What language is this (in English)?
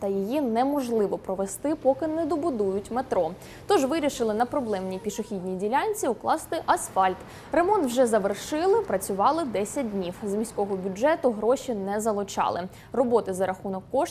Ukrainian